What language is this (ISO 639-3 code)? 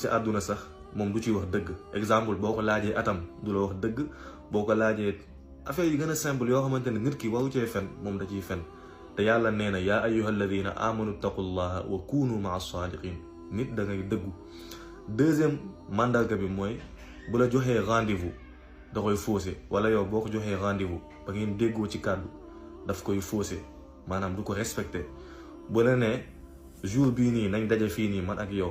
wol